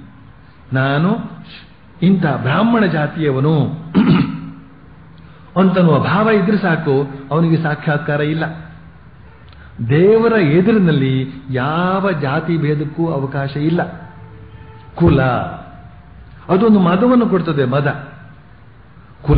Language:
Kannada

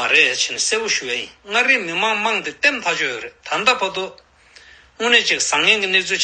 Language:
Tibetan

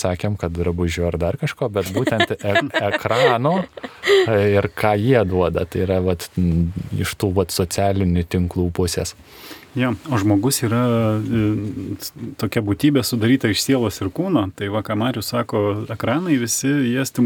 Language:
Lithuanian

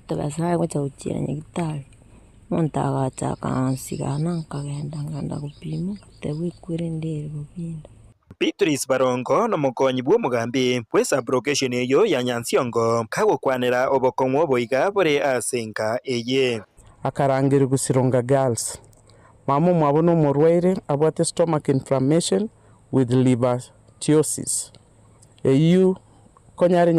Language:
Gusii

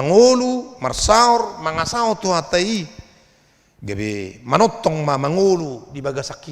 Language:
Batak Toba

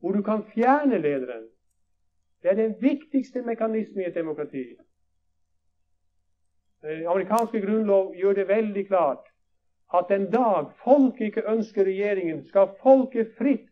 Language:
Norwegian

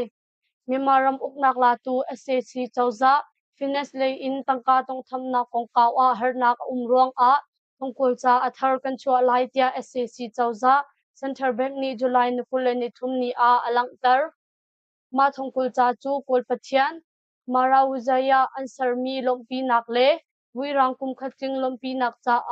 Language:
Hakha Chin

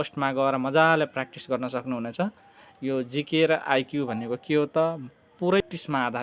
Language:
Nepali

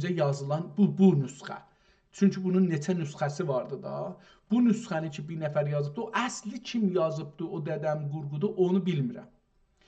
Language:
South Azerbaijani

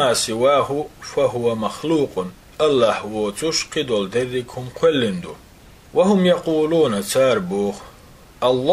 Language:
Chechen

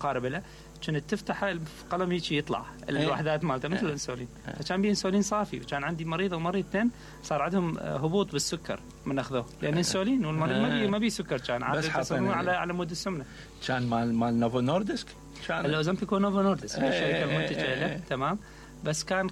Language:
Mesopotamian Arabic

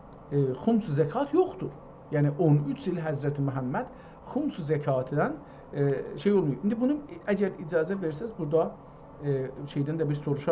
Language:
South Azerbaijani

